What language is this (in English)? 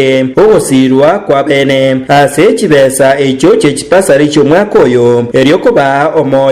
Gusii